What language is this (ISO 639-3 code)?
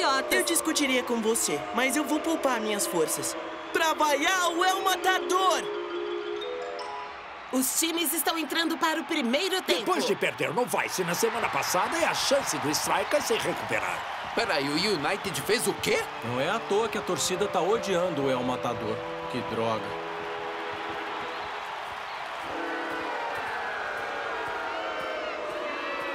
por